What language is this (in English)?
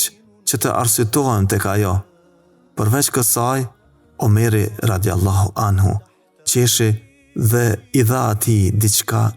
Albanian